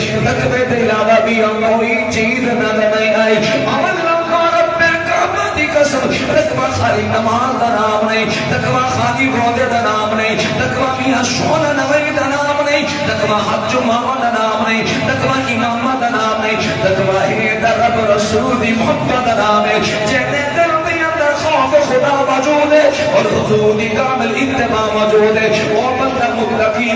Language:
Saraiki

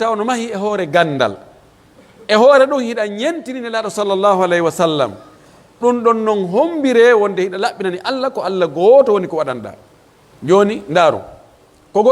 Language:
Pular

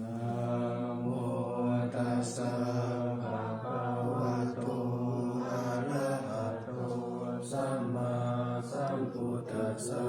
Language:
Pali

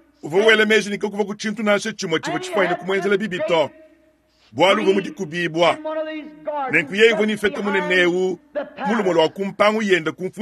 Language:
Luba-Lulua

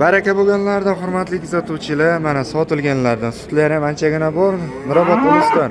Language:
Uzbek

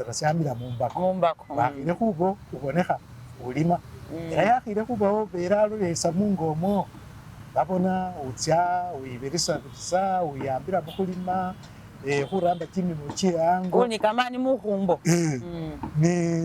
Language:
Masaaba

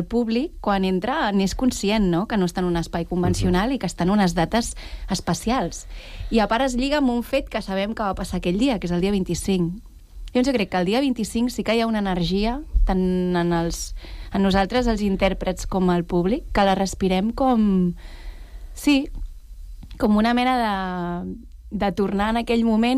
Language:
Catalan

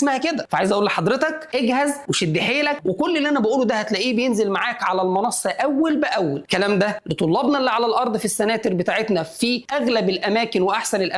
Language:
Egyptian Arabic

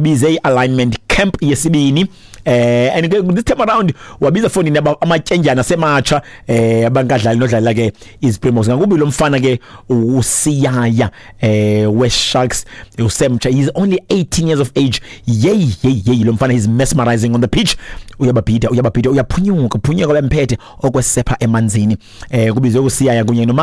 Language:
Xhosa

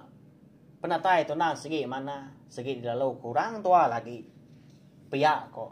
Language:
Iban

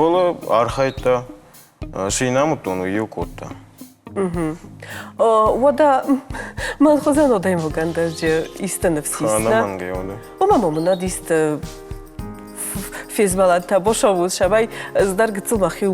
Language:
Ossetic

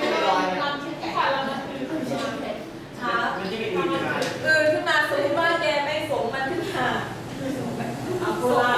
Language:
Thai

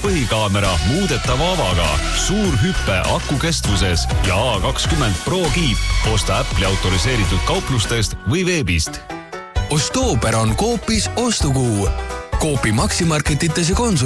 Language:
Estonian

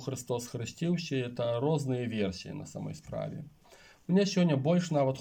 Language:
Belarusian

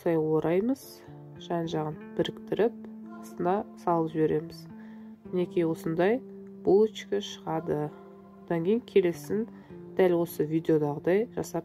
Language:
Kazakh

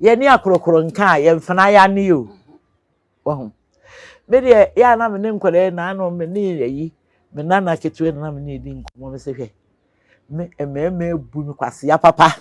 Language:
Akan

